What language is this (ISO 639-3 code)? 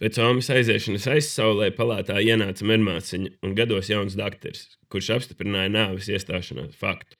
lav